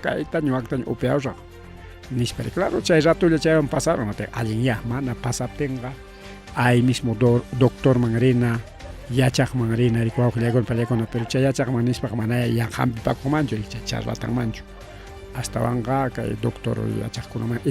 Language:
Ayacucho Quechua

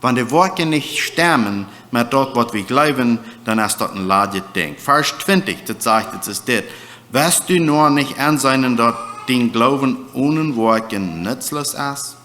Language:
Plautdietsch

